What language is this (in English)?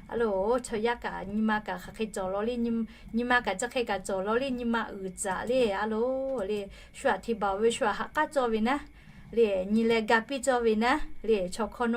Lahu